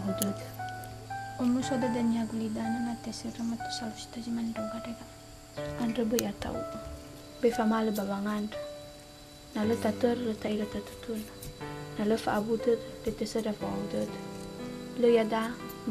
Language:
Nias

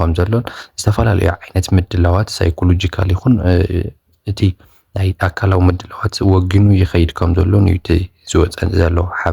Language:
Tigrinya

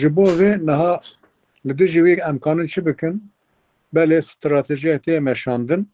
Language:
Kurdish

